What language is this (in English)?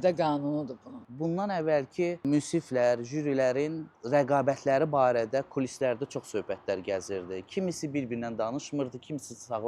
Azerbaijani